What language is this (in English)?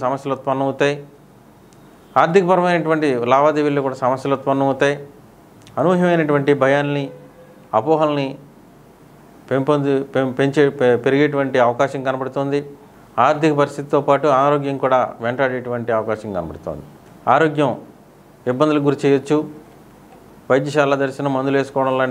Telugu